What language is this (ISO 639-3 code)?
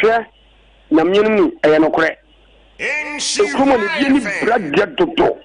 aka